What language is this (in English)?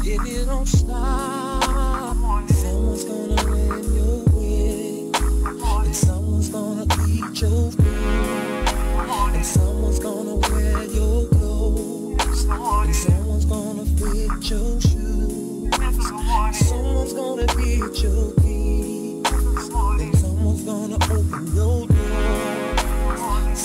English